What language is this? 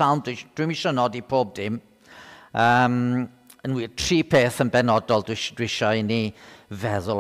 Welsh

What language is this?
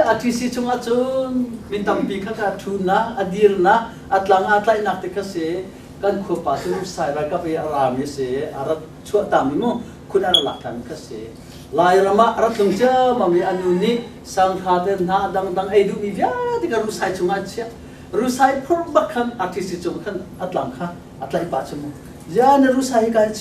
Hakha Chin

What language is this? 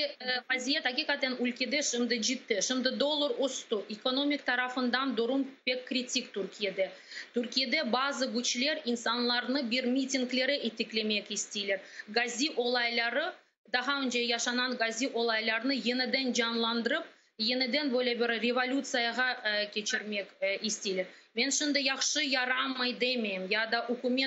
Crimean Tatar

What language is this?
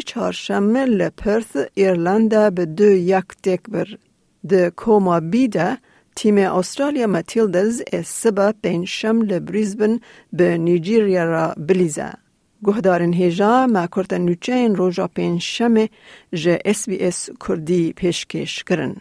Kurdish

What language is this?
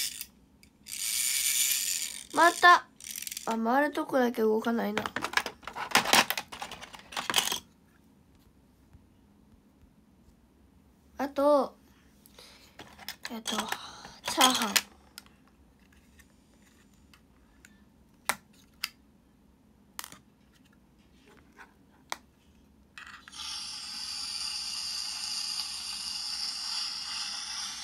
Japanese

